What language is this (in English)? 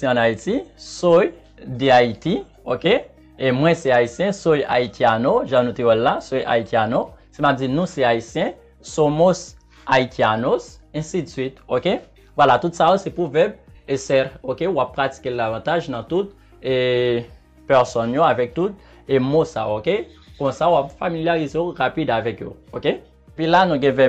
Haitian Creole